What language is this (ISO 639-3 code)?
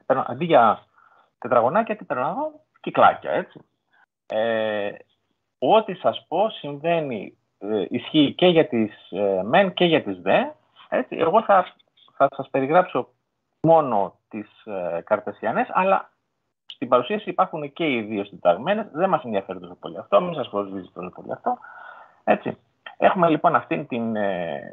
ell